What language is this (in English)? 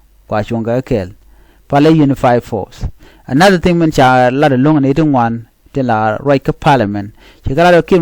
Nuer